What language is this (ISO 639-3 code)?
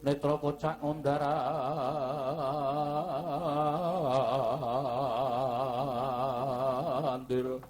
jav